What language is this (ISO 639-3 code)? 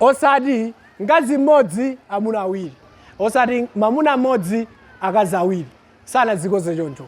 nya